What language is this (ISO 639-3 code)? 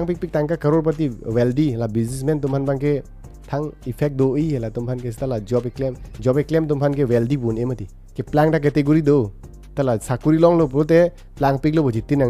mjw